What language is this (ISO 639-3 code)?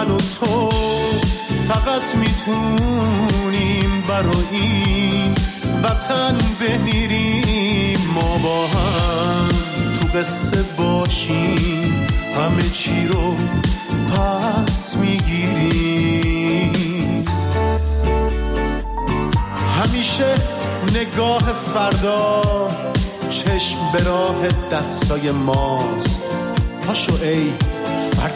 fas